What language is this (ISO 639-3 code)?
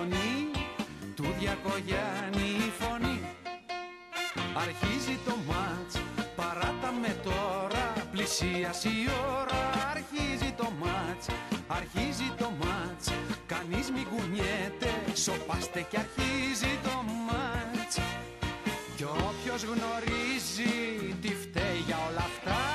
ell